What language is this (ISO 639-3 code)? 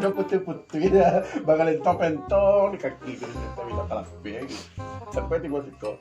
min